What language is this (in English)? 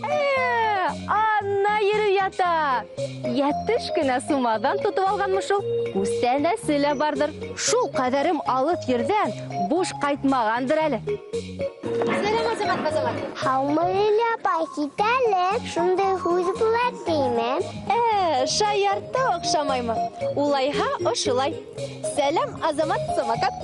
Bashkir